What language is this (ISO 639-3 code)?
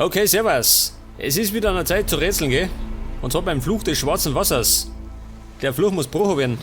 bar